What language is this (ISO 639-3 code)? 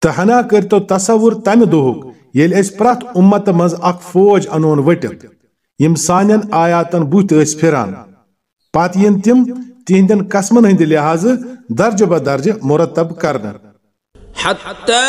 kas